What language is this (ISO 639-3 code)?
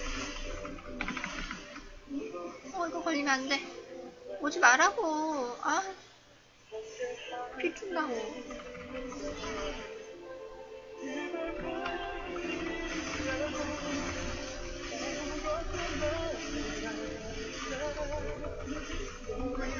kor